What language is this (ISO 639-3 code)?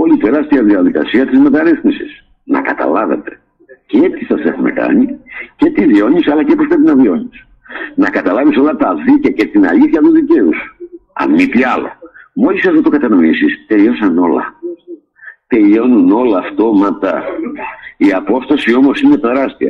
ell